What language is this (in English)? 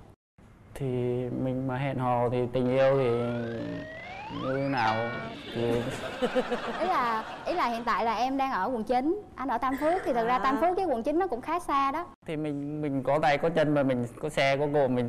Vietnamese